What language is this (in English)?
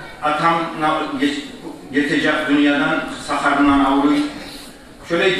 Kumyk